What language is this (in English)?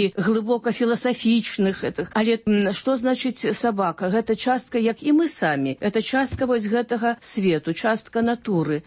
Belarusian